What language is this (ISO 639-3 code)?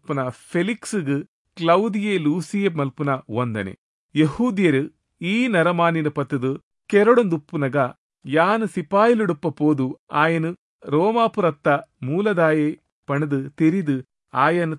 tcy